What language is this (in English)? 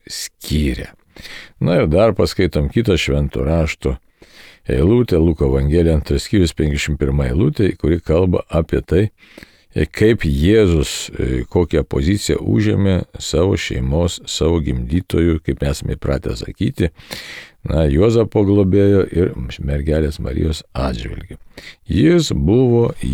Lithuanian